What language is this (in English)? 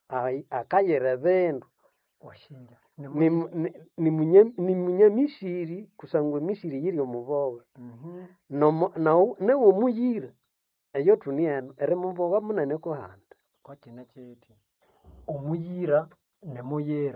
Nande